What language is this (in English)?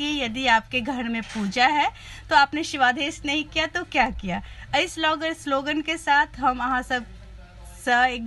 Maithili